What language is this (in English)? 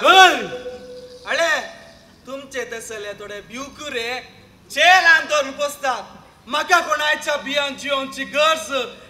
Konkani